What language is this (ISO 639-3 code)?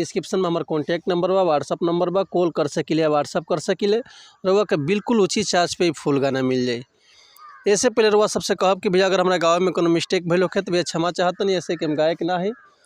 bho